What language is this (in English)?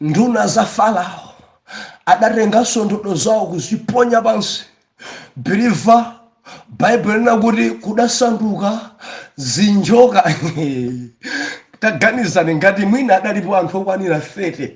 Nyanja